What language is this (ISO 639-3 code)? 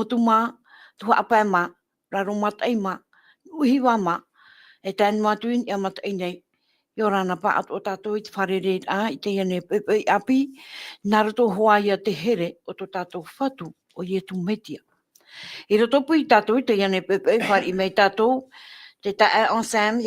tah